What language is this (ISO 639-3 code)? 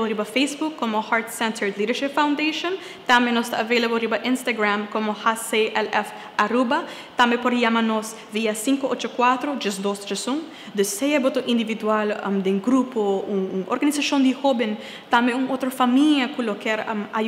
pap